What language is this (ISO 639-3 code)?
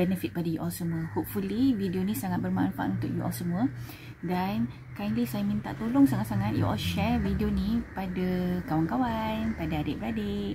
msa